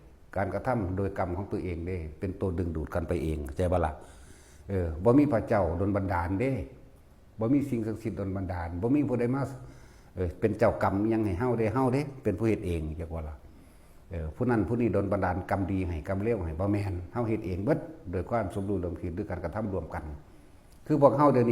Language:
Lao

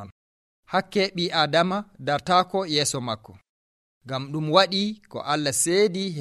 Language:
Nigerian Fulfulde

